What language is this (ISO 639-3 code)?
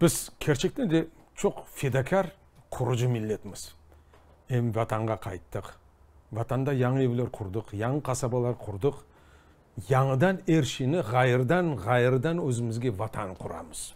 crh